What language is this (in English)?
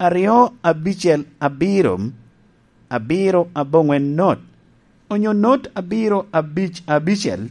Lango (Uganda)